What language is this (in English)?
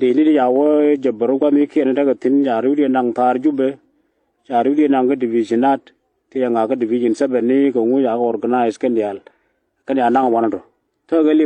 Nuer